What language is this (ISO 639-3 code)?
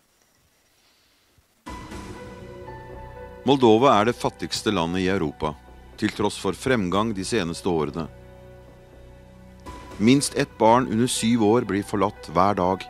nor